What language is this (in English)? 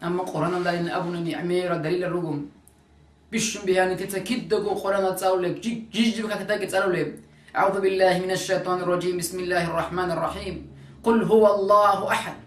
Avaric